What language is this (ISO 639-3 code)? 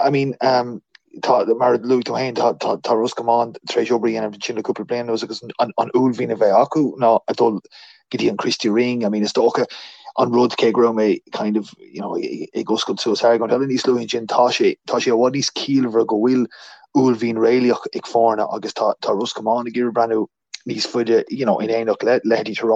gle